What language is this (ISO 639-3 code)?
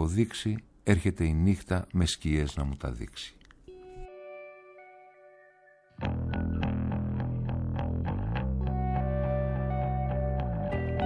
ell